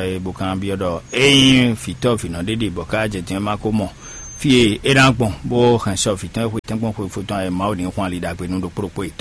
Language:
Fon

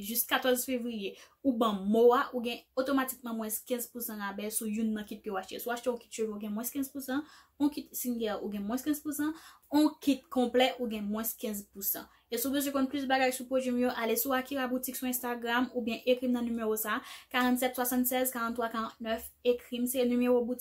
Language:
Haitian Creole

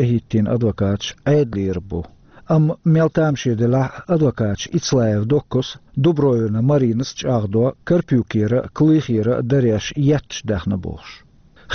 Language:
Chechen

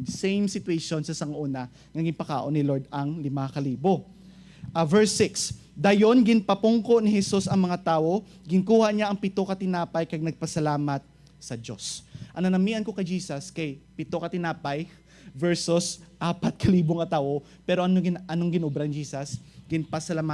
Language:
Hiligaynon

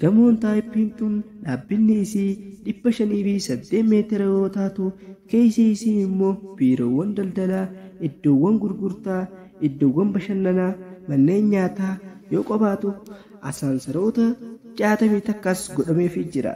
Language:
Oromo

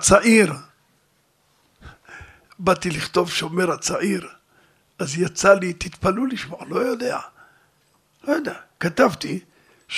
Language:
Hebrew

